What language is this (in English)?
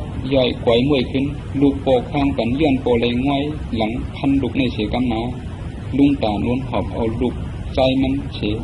Shan